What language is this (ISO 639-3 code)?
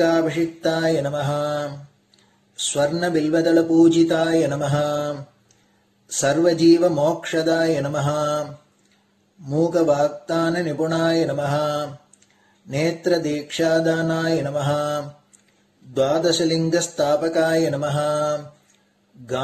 tam